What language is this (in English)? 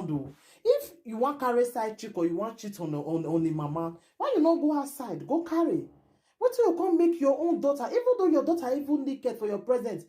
Nigerian Pidgin